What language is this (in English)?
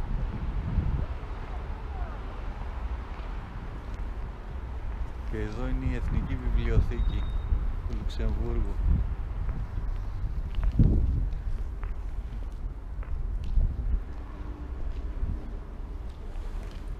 Greek